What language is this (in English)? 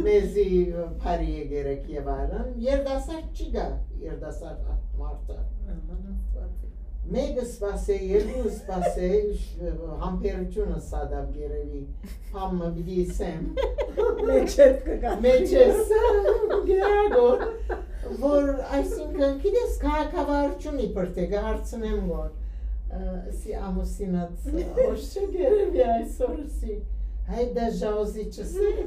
Western Armenian